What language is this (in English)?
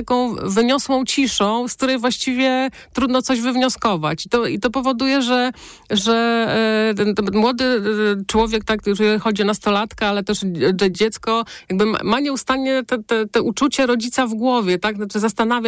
Polish